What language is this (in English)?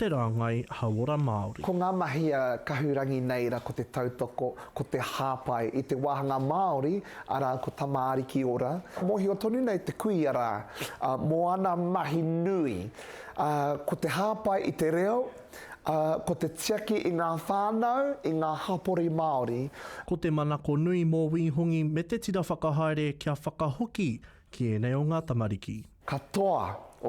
Māori